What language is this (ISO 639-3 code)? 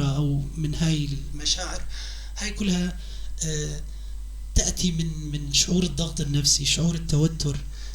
apc